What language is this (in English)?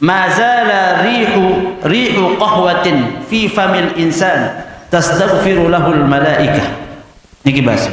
Sasak